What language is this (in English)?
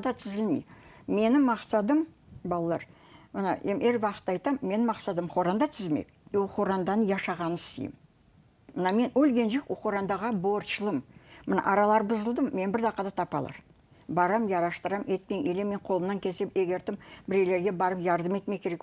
Crimean Tatar